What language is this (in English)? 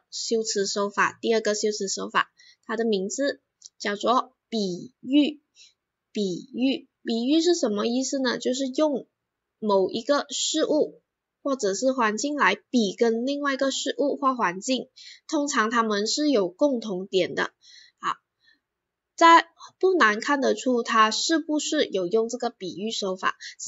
Chinese